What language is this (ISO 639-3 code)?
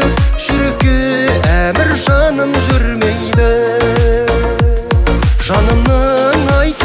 kaz